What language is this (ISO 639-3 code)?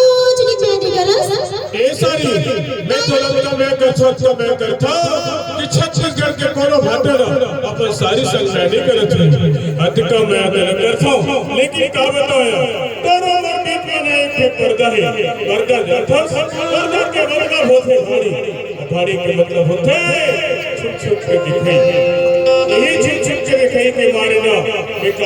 hne